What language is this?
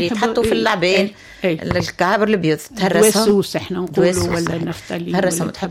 Tunisian Arabic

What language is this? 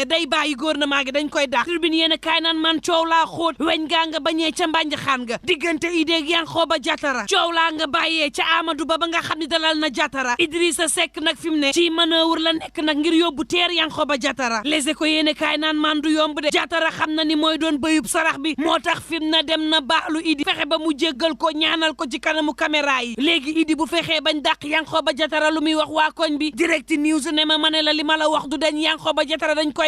Wolof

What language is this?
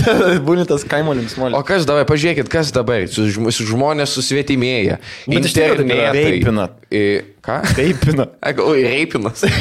Lithuanian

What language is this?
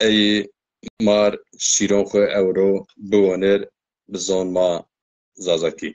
Zaza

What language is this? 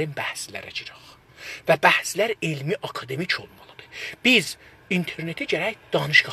South Azerbaijani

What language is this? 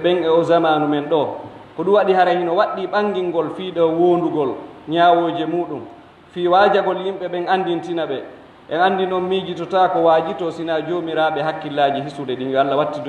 Pular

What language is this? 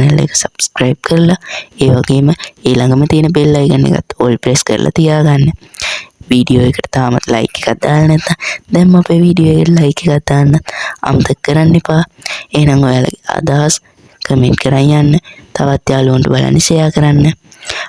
Sinhala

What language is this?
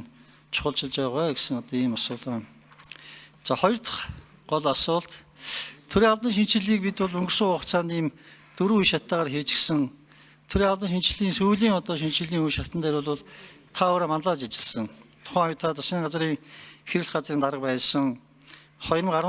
Mongolian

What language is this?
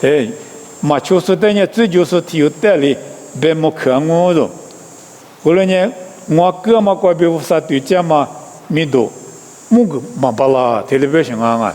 Lisu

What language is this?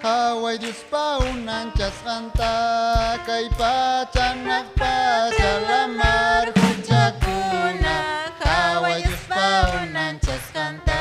Ayacucho Quechua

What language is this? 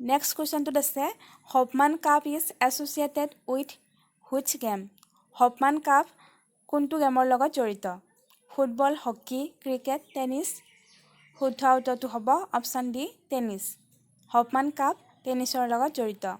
Assamese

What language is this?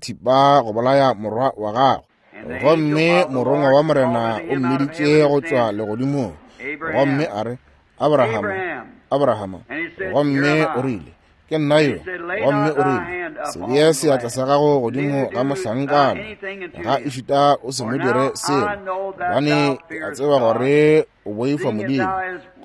Northern Sotho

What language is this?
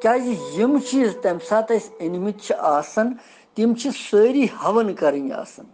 Kashmiri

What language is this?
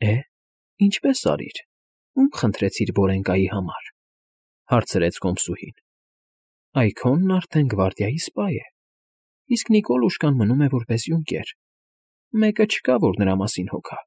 Armenian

